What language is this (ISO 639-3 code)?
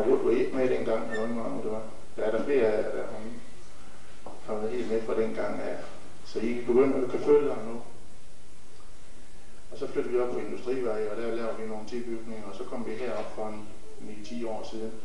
dan